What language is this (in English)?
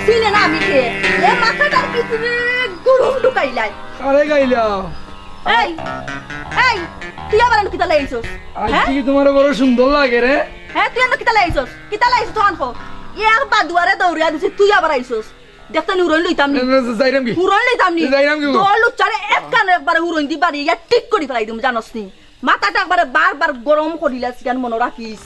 Sylheti